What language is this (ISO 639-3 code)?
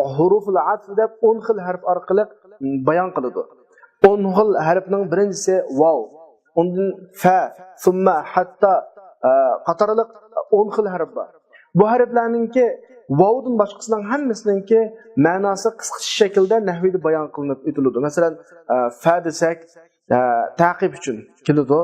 uig